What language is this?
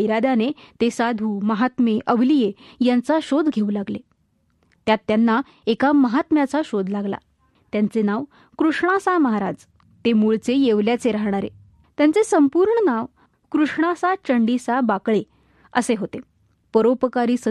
Marathi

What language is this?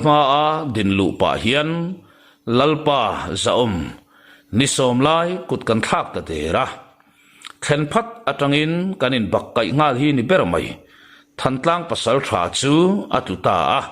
Mizo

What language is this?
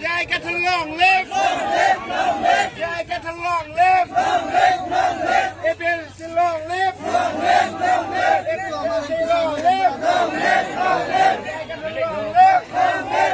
Karbi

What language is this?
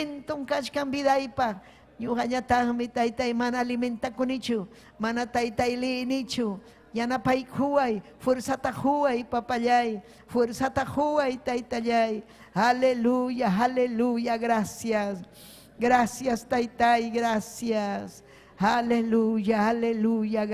Ayacucho Quechua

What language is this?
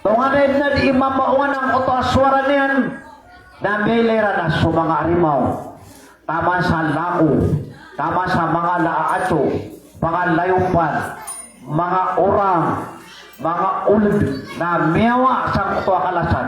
Maranao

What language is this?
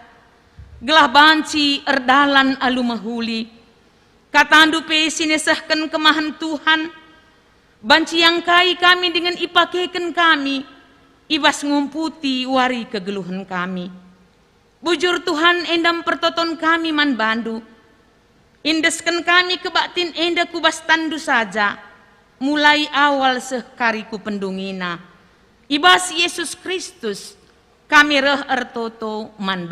Batak Karo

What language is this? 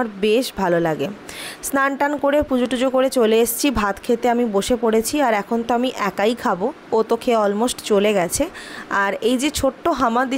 Bangla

